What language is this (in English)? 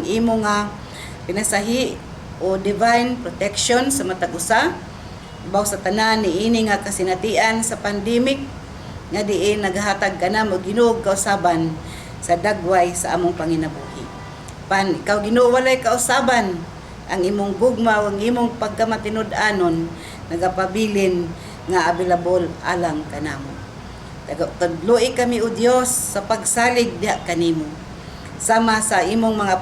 Cebuano